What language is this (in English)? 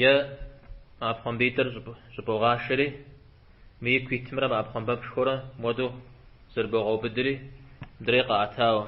Kabardian